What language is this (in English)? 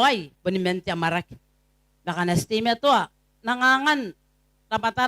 Gilbertese